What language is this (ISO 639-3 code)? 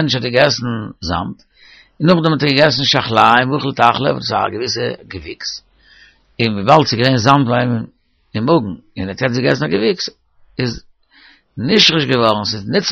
yid